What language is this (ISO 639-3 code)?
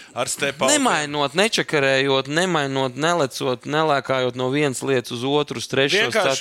lav